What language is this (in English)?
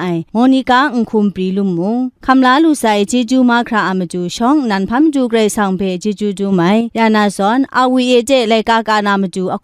Kachin